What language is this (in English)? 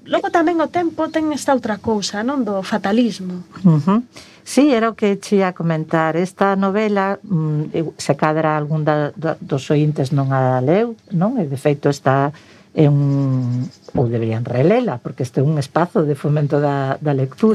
Galician